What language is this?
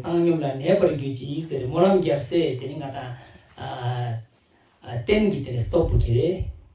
Ladakhi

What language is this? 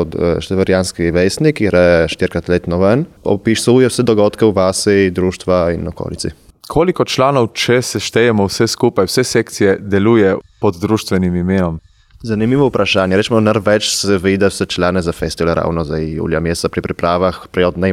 Slovenian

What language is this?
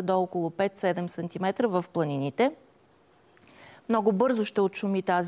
Bulgarian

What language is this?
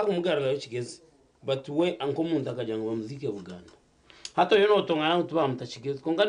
Nyankole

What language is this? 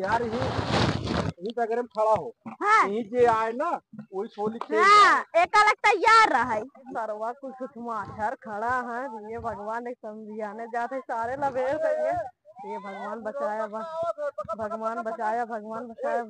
Awadhi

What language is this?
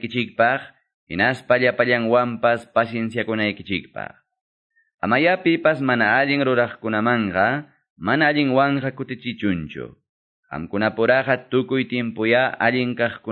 Quechua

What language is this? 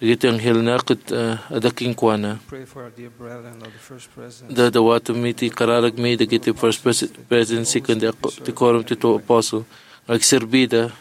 Iloko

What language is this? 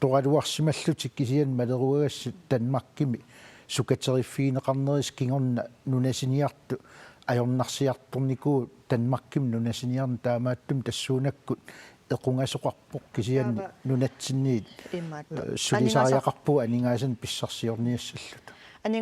Kalaallisut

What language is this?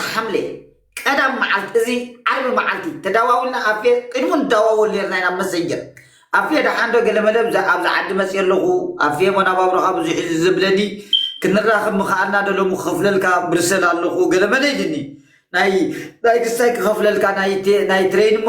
Tigrinya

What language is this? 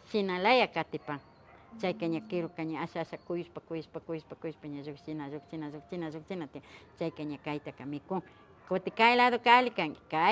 Imbabura Highland Quichua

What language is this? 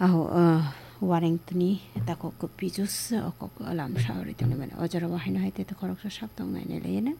Kok Borok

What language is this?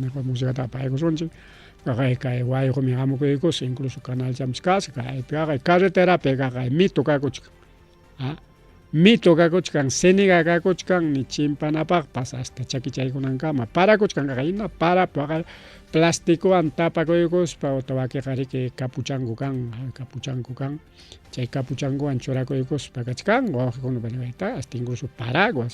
Ayacucho Quechua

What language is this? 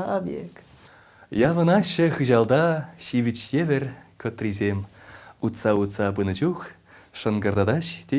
Chuvash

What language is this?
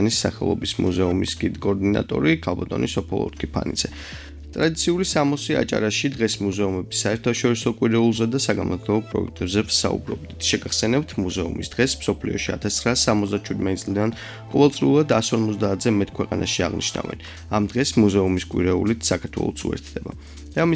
Georgian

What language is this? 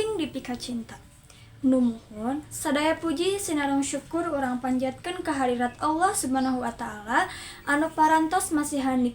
Sundanese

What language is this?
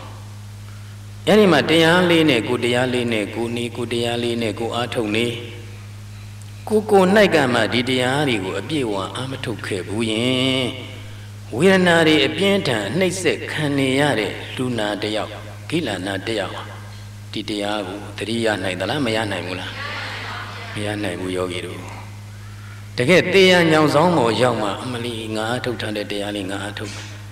Burmese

